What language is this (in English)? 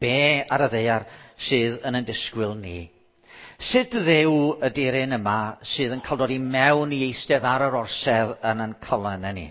Welsh